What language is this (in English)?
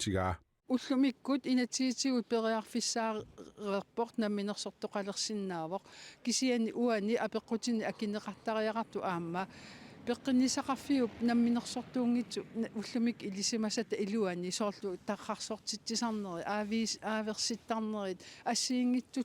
Kalaallisut